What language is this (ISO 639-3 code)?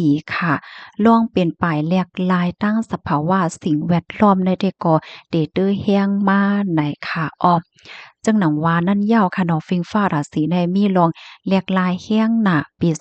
shn